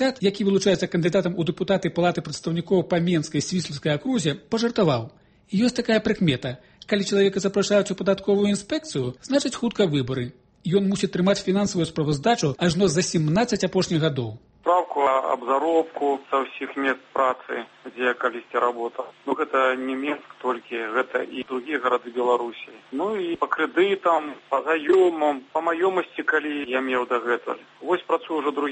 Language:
Belarusian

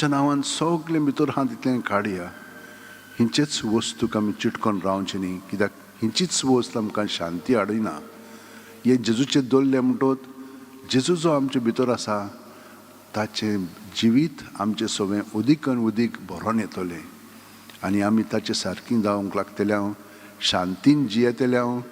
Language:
Konkani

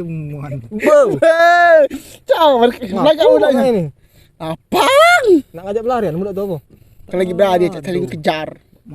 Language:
Musi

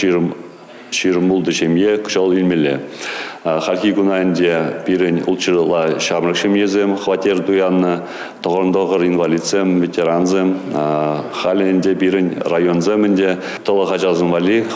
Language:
Chuvash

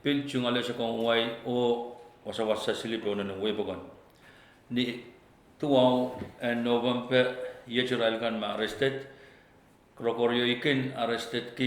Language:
Pohnpeian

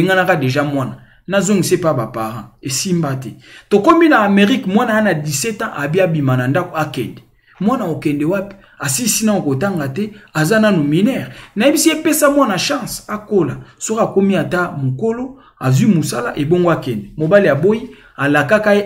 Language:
Lingala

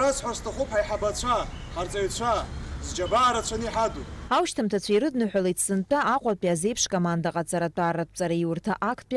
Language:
Abkhazian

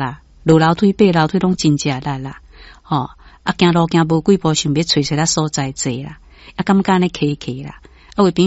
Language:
Min Nan Chinese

